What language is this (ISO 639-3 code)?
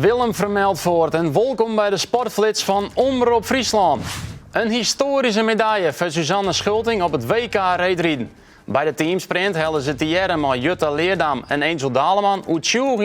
fry